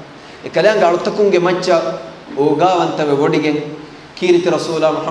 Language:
Divehi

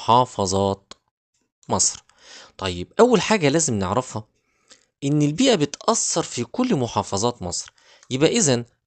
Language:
Egyptian Arabic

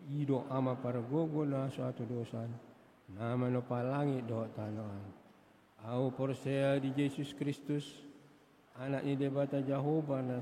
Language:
Batak Toba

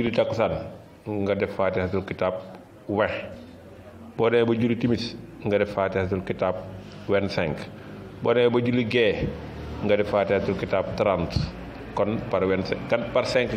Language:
Wolof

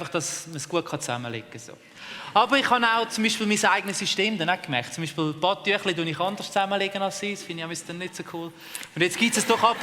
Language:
Swiss German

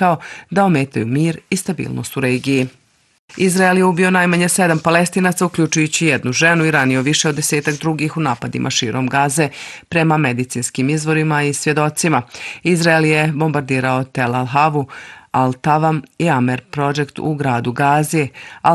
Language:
Bosnian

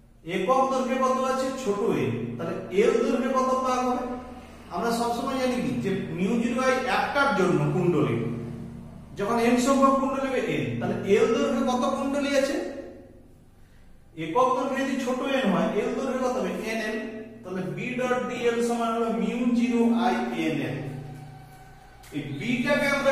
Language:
Bangla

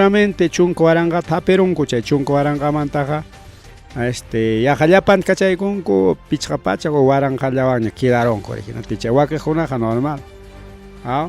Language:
Ayacucho Quechua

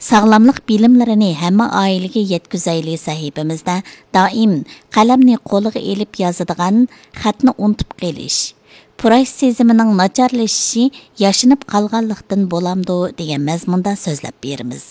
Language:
Uyghur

